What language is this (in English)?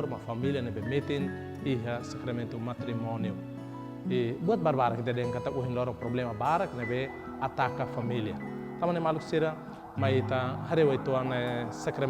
Tetum